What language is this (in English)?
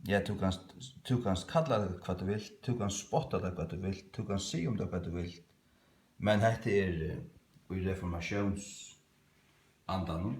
Faroese